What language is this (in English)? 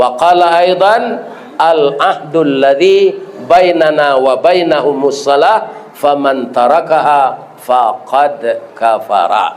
Minangkabau